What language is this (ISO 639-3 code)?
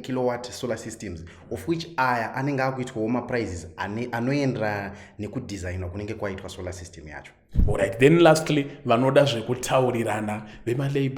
sna